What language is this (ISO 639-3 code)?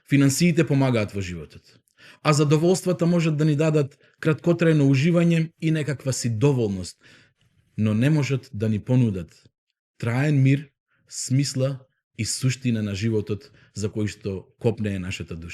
mkd